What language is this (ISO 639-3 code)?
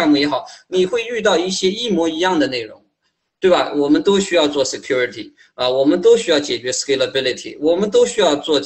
zho